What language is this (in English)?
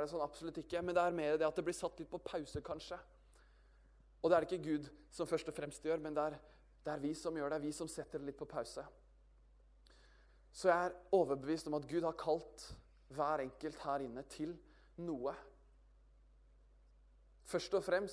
Norwegian